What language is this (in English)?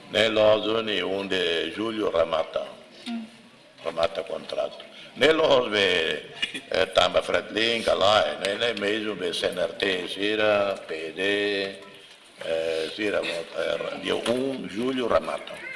Tetum